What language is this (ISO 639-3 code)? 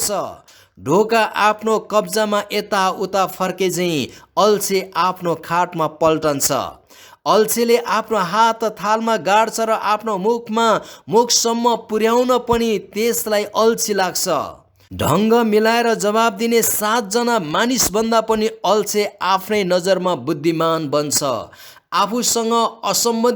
nep